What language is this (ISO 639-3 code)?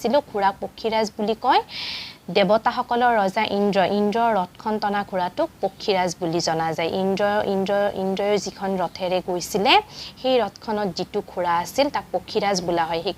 asm